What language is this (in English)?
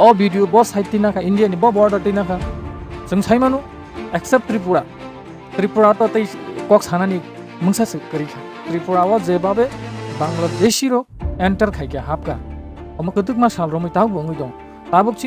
Kok Borok